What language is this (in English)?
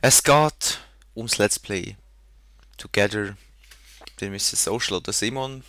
Swiss German